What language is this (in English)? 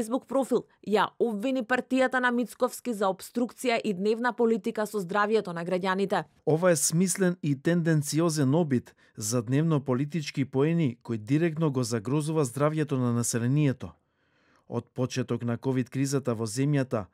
Macedonian